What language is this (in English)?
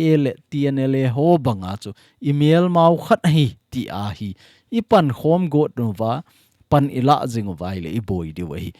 Thado Chin